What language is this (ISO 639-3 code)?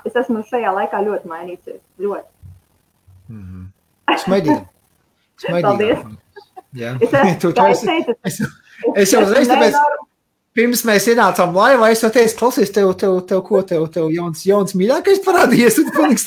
lav